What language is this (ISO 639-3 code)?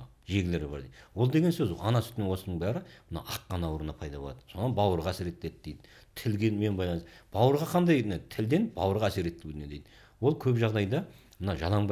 kaz